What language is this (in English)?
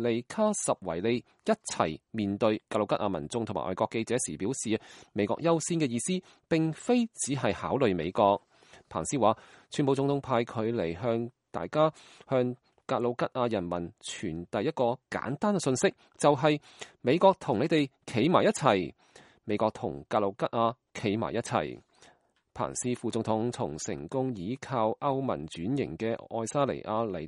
Cantonese